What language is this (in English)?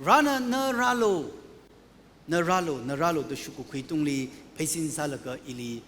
Tangkhul Naga (India)